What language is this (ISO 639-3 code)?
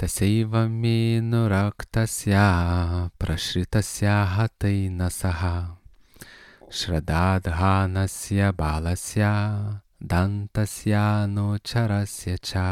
lit